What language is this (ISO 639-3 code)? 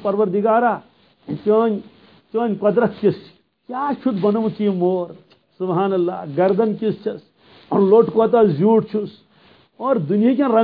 kas